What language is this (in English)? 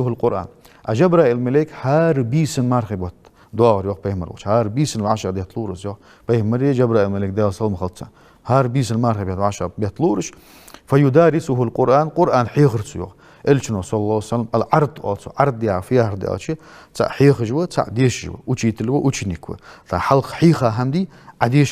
Ingush